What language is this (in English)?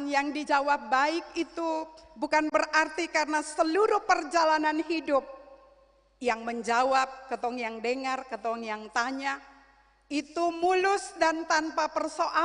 Ambonese Malay